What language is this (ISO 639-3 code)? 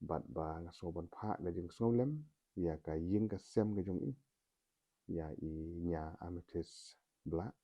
kha